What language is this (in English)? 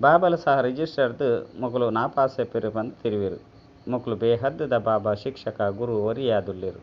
Tulu